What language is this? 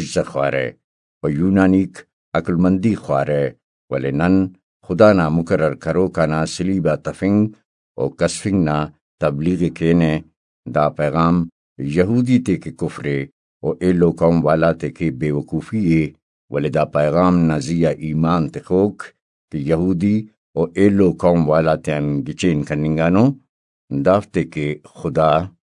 Brahui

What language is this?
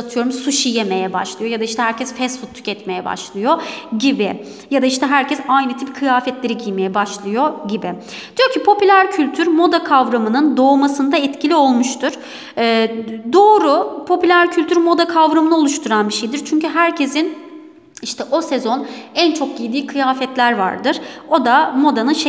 Turkish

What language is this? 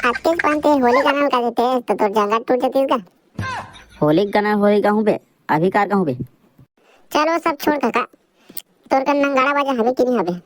Chhattisgarhi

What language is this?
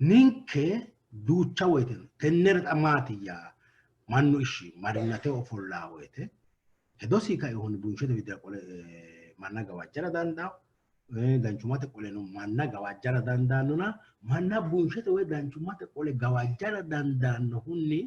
Sidamo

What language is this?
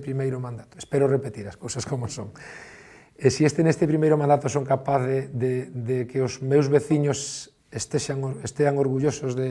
Galician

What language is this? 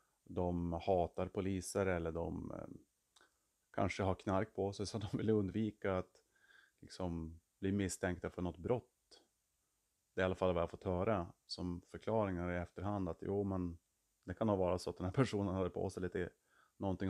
Swedish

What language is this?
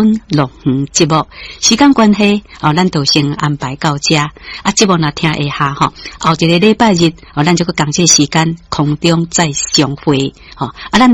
Min Nan Chinese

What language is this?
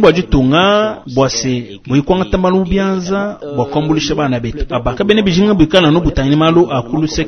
Luba-Lulua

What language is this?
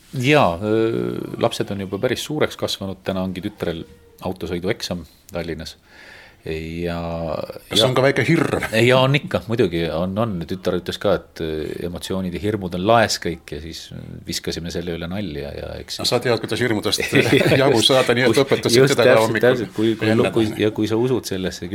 Estonian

